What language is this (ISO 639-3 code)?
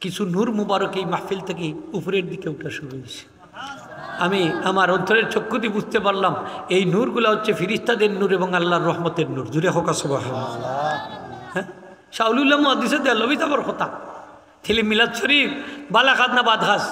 syl